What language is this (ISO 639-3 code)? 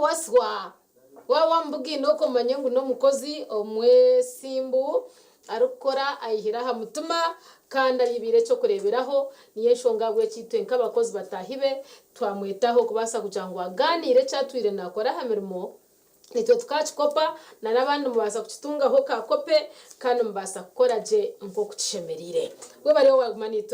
nyn